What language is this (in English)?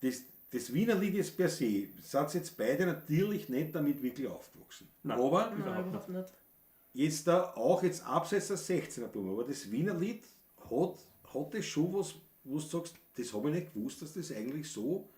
Bavarian